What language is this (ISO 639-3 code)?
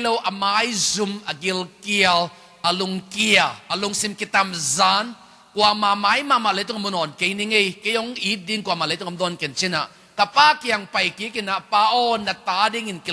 ctd